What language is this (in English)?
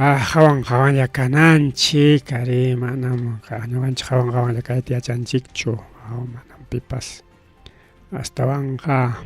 Ayacucho Quechua